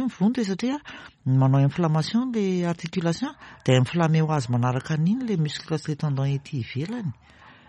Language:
Malagasy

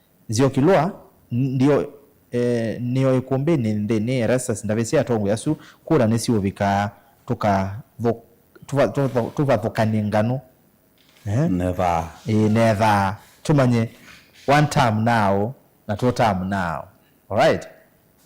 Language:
Kamba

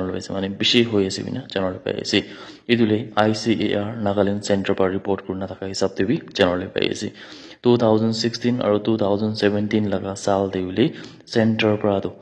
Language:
Naga Pidgin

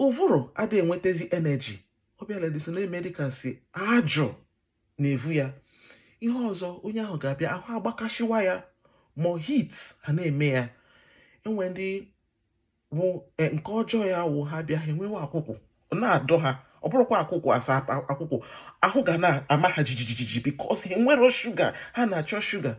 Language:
Igbo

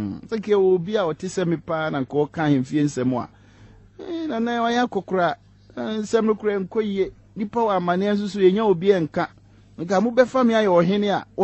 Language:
Akan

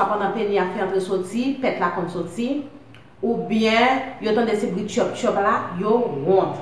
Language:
Haitian Creole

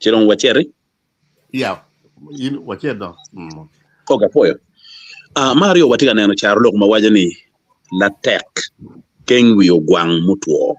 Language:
Acoli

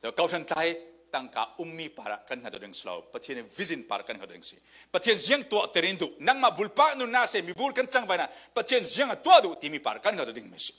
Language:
Falam Chin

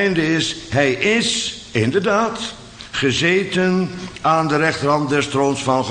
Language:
Dutch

